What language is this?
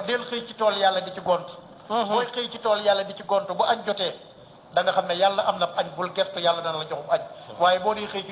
Wolof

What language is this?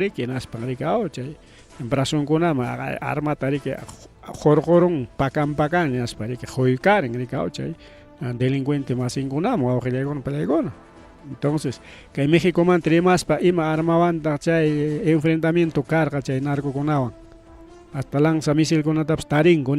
Ayacucho Quechua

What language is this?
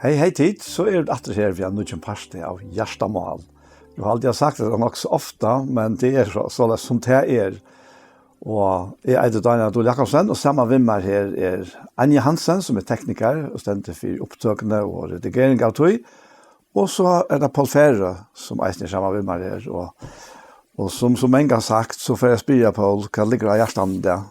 Faroese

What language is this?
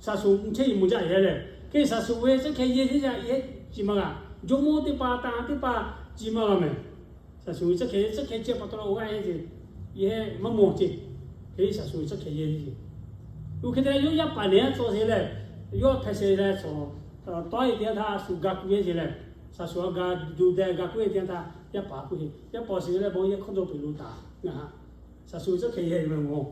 Lahu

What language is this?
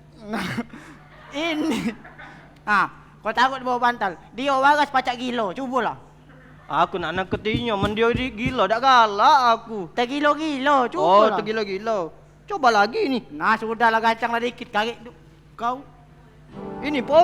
Musi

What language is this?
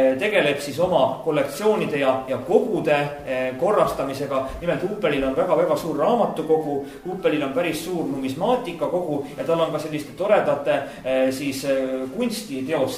Estonian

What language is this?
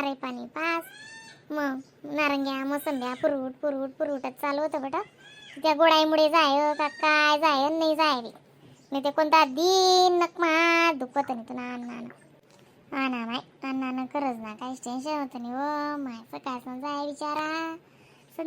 Khandesi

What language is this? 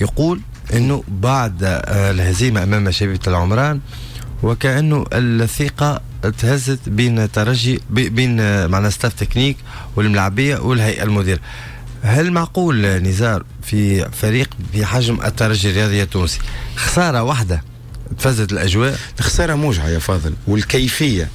Tunisian Arabic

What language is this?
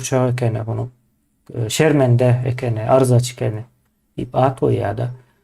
Turkmen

